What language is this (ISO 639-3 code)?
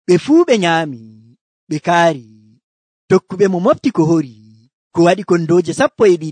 fuv